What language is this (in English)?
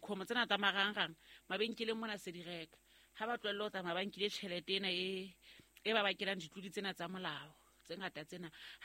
Southern Sotho